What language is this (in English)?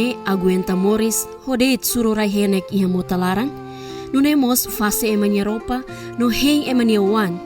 Tetum